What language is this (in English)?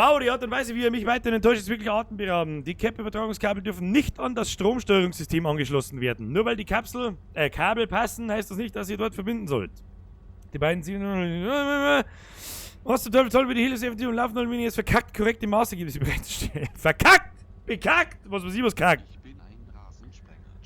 Bavarian